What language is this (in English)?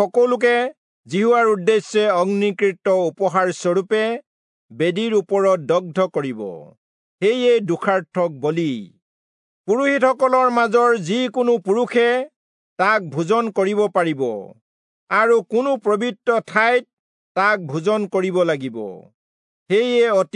Assamese